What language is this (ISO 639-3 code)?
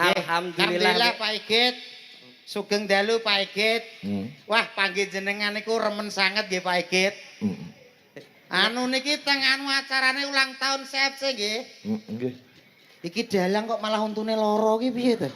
jav